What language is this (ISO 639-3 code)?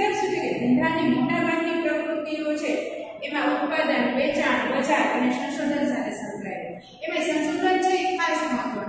guj